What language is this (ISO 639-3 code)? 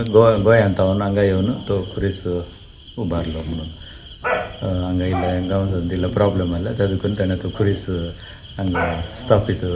kok